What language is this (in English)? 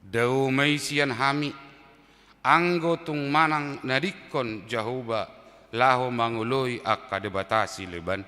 Batak Toba